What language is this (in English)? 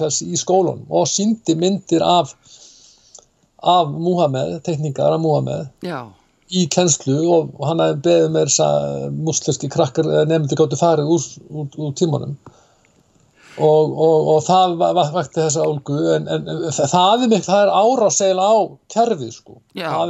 Icelandic